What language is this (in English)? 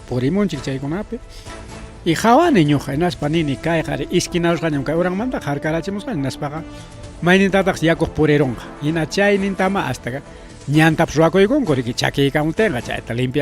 Ayacucho Quechua